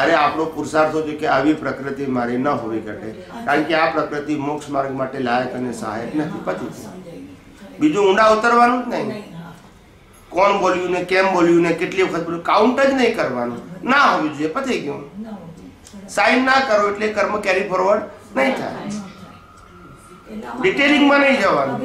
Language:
Gujarati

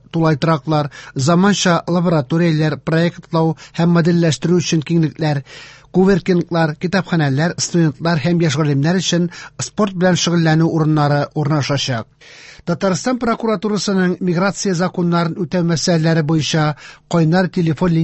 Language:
Tatar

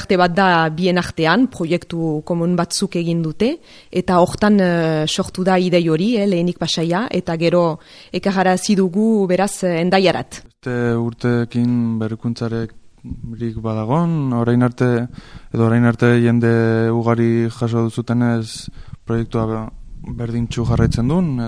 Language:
Basque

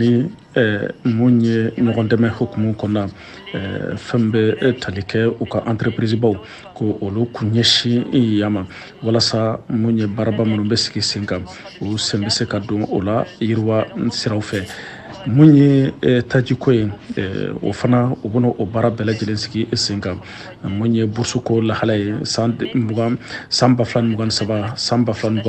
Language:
Bambara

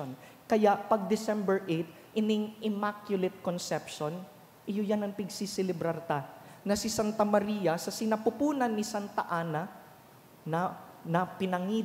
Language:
Bikol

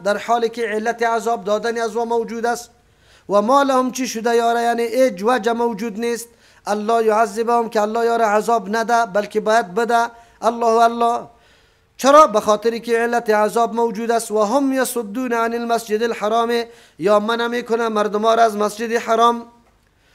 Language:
Persian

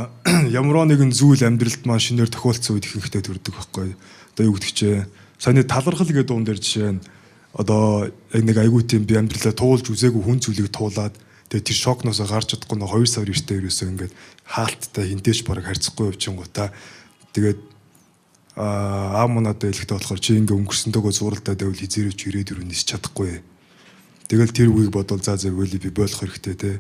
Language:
Mongolian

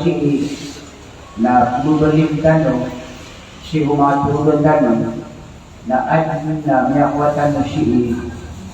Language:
Maranao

